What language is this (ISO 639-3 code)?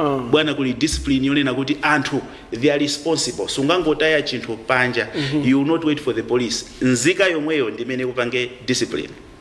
nya